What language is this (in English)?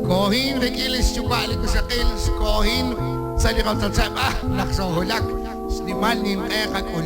Kekchí